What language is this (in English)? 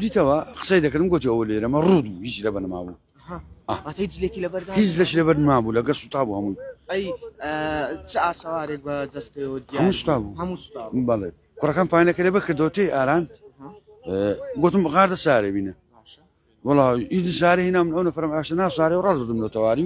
Central Kurdish